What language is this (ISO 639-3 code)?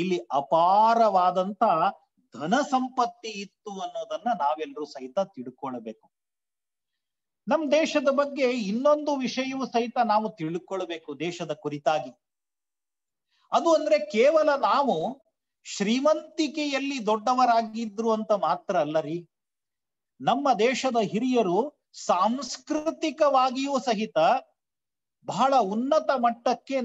kan